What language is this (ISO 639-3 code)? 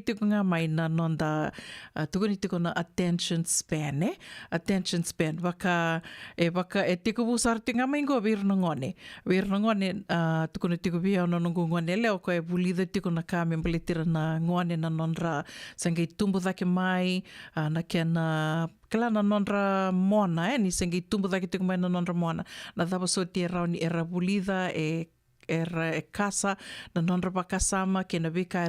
fij